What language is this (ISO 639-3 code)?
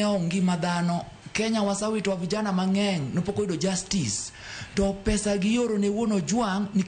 luo